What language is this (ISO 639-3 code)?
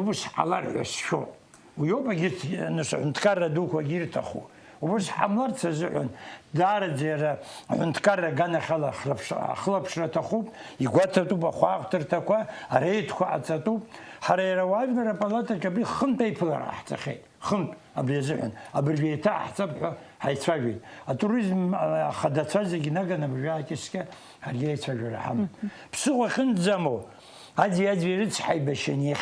abk